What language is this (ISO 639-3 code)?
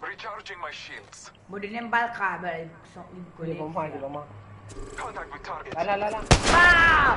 mfe